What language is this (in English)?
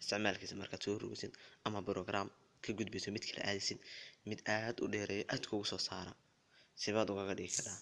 Somali